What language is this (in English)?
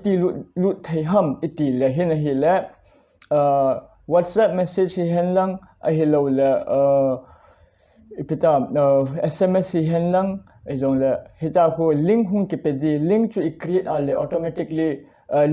Thado Chin